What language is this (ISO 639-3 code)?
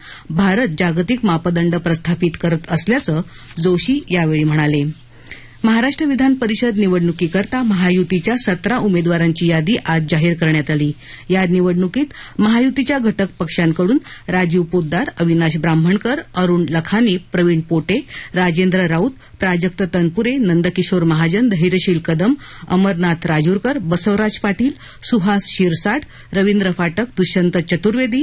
mar